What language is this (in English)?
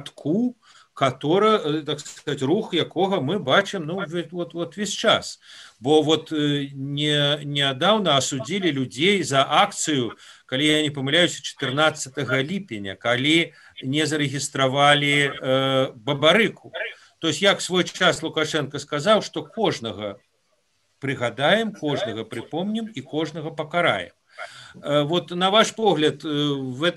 Belarusian